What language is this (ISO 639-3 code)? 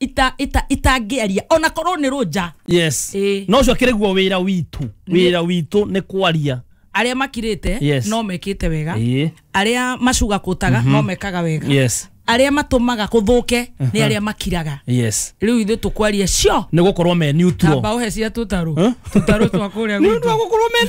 kik